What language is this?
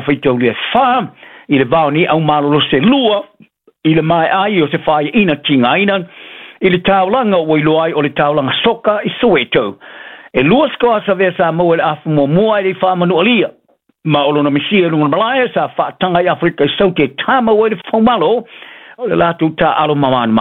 Samoan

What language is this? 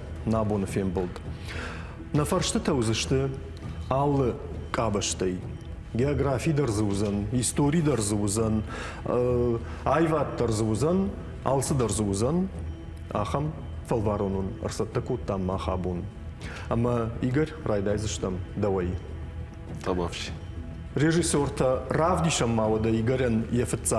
Ossetic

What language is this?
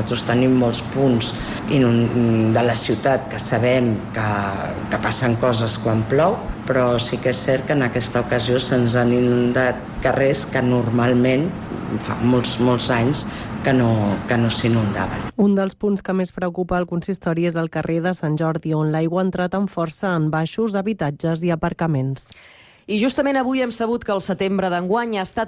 Catalan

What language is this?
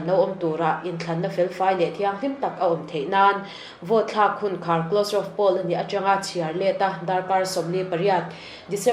Mizo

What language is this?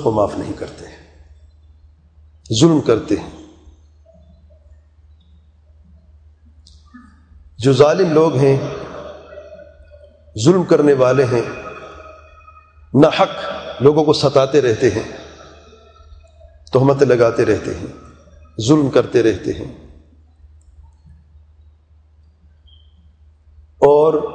Urdu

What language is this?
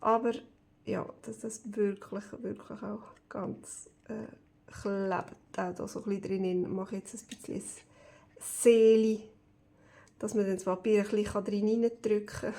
Swiss German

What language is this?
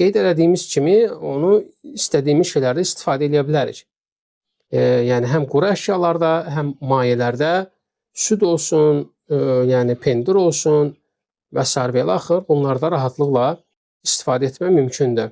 Azerbaijani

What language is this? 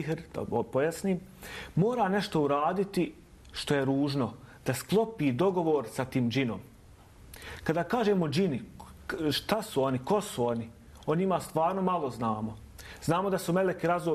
Bosnian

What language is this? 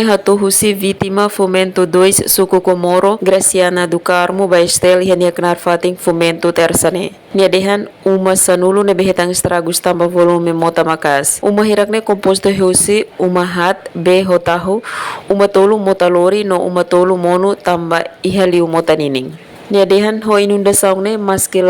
Tetum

